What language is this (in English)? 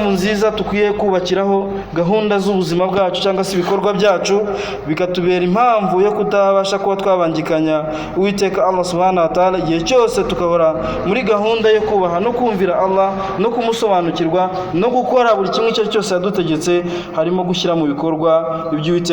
Kinyarwanda